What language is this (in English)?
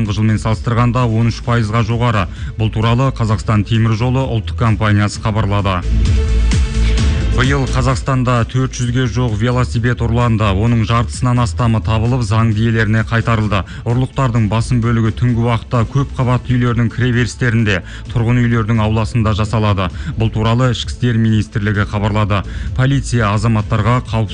Kazakh